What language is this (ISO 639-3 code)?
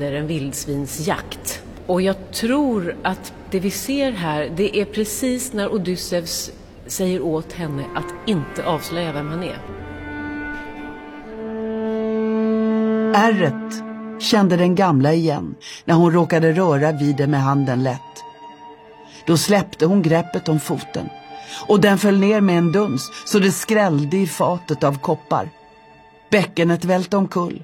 swe